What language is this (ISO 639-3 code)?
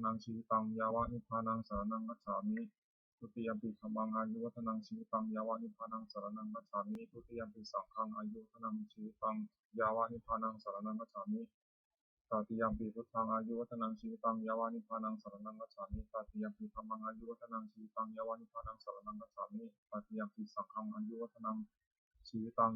pli